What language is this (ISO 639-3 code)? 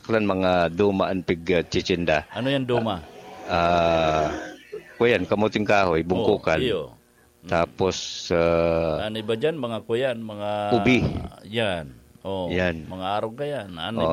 bik